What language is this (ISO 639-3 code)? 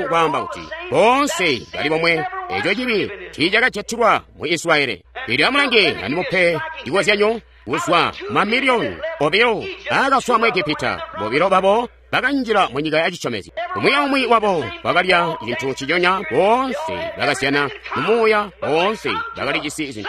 toi